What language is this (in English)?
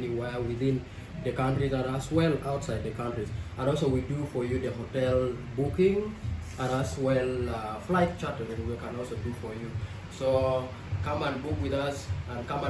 Acoli